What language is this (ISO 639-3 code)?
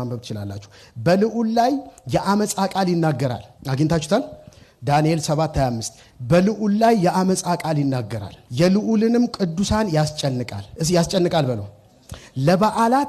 amh